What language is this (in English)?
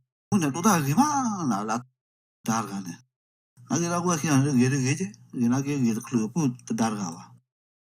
S'gaw Karen